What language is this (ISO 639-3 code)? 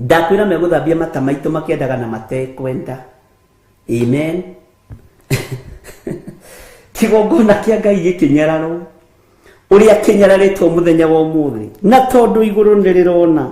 kik